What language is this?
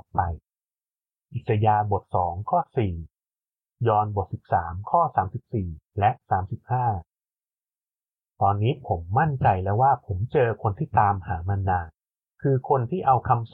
Thai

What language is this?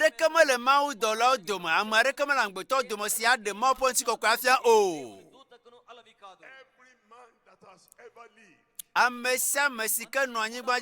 Ewe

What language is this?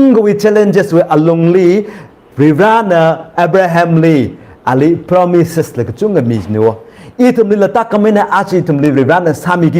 Tangkhul Naga (India)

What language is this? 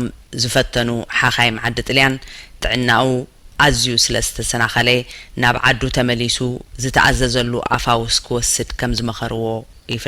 Tigrinya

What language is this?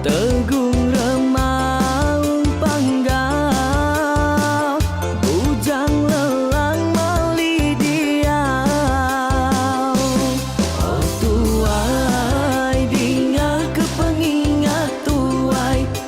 Iban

